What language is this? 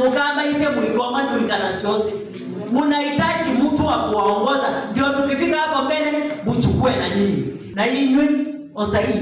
Kamba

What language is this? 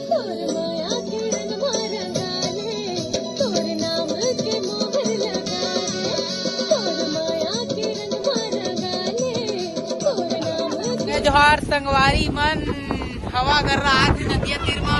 Chhattisgarhi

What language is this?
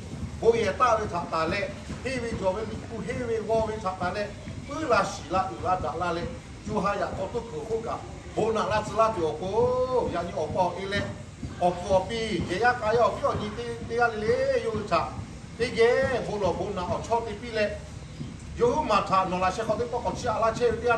Lahu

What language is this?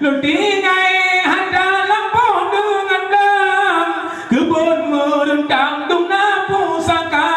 Achinese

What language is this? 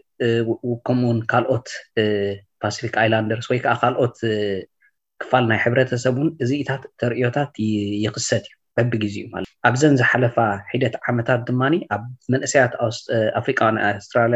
Tigrinya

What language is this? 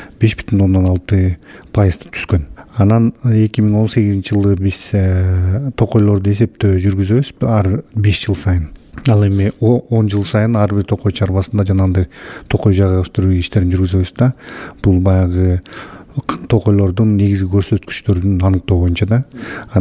Kyrgyz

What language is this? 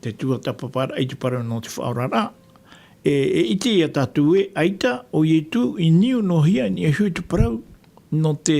Tahitian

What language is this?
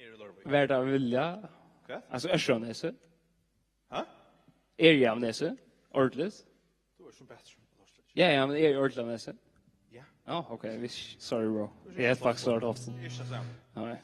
Faroese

